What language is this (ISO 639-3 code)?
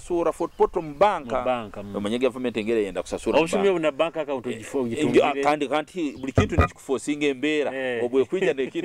nyo